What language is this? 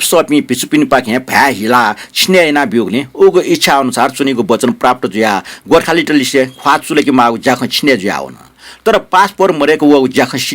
Newari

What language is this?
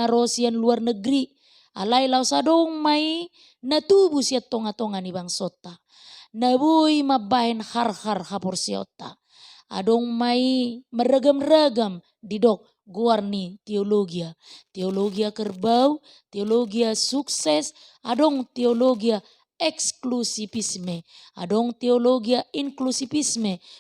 Batak Toba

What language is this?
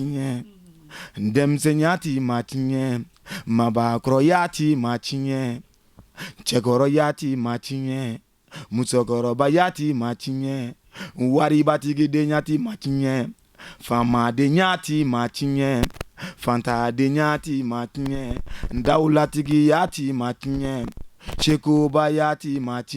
Bambara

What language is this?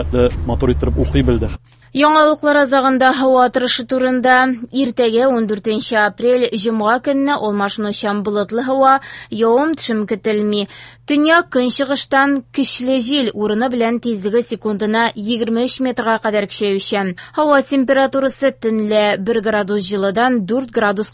Tatar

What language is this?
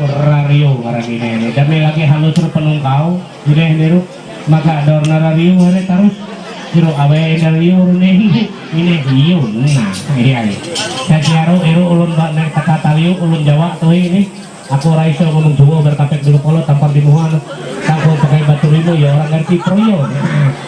Ma'anyan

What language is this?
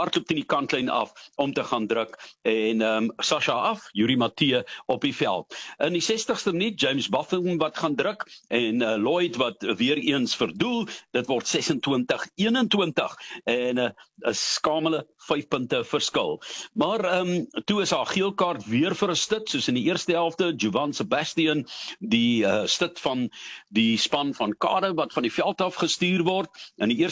Afrikaans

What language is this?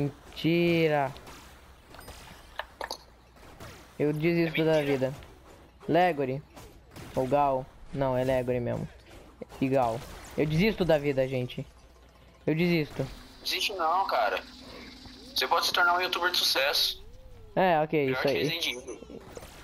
Portuguese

